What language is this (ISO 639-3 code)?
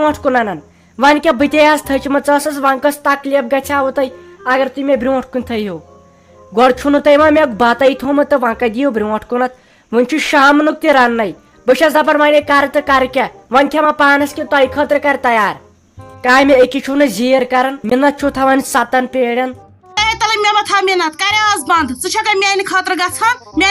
kas